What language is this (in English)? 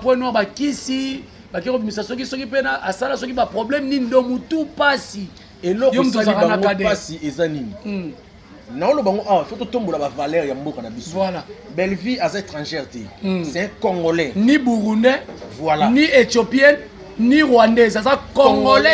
Lingala